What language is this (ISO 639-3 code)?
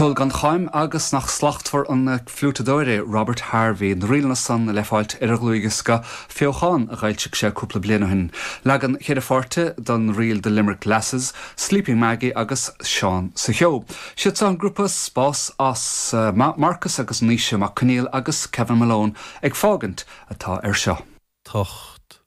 gle